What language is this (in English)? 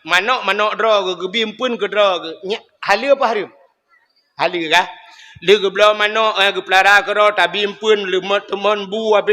Achinese